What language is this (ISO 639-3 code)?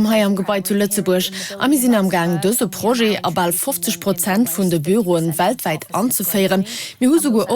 ltz